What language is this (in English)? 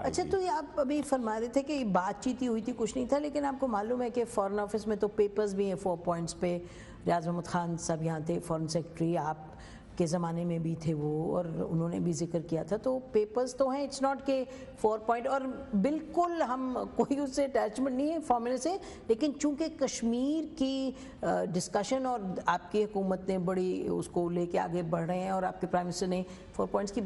Urdu